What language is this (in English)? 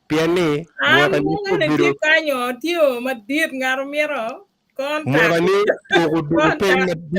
Acoli